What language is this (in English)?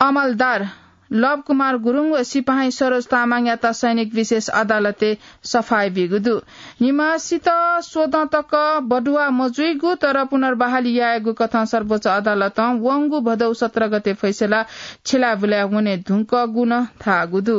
Newari